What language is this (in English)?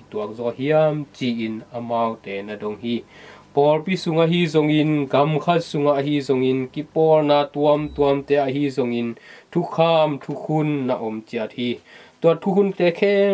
Tedim Chin